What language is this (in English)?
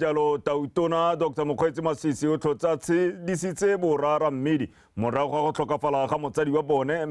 Tswana